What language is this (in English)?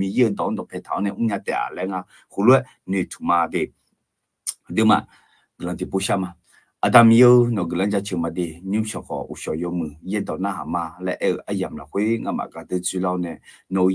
Akha